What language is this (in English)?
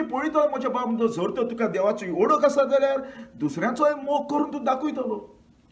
Konkani